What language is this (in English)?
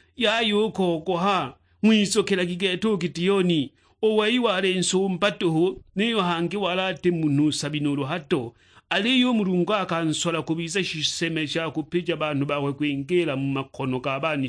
Sukuma